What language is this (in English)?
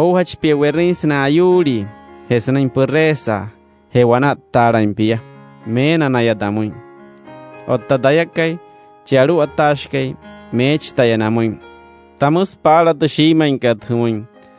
Wayuu